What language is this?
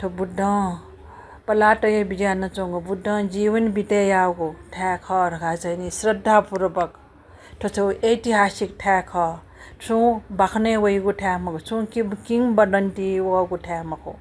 Newari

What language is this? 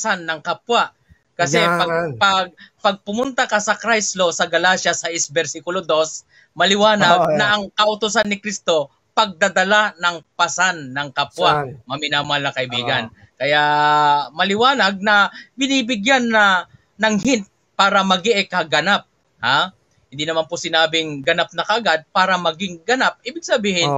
Filipino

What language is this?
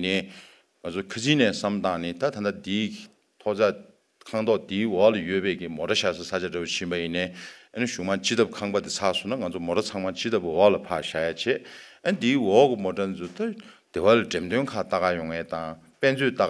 Tibetan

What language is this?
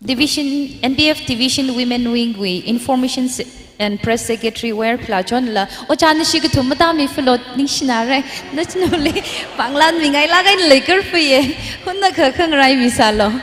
Tangkhul Naga (India)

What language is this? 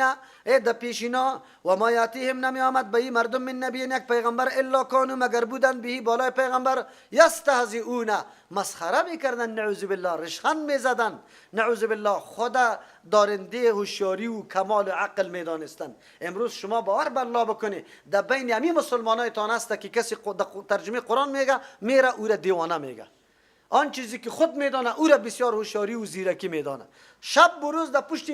Persian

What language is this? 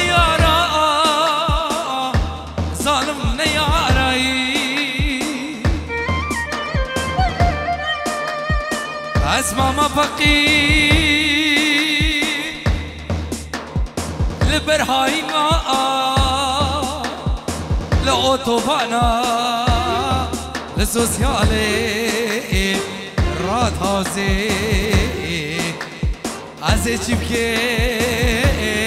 Persian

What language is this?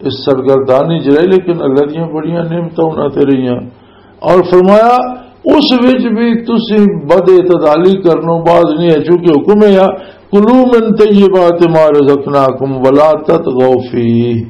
Western Panjabi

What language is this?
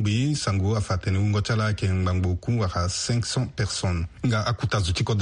Sango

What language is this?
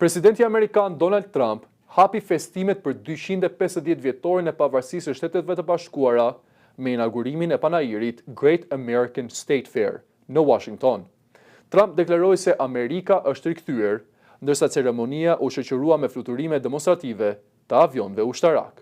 Albanian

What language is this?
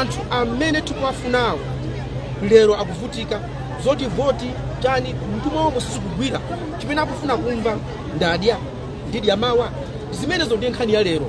Nyanja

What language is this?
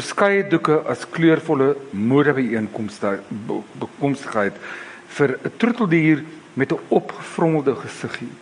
Afrikaans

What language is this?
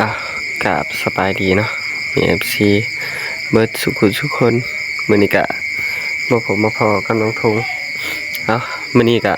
Northeastern Thai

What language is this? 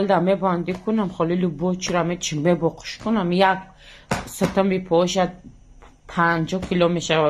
Tajik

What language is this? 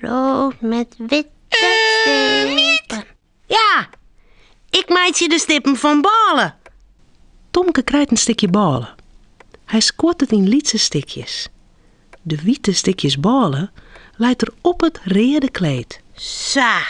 Western Frisian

